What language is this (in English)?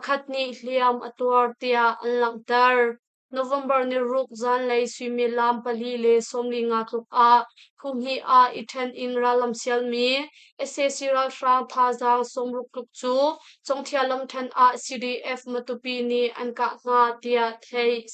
Hakha Chin